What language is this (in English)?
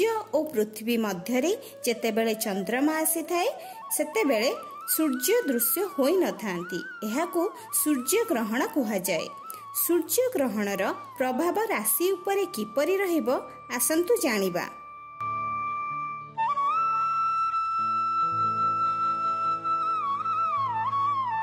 Odia